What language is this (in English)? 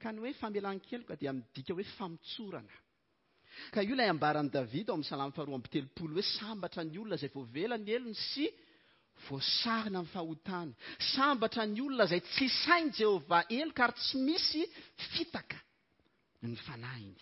Malagasy